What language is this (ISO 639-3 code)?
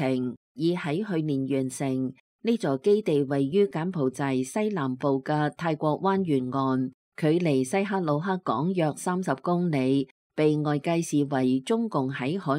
yue